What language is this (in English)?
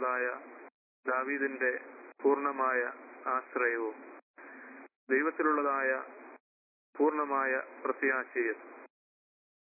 Malayalam